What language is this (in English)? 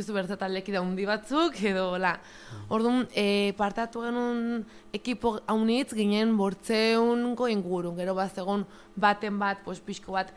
Basque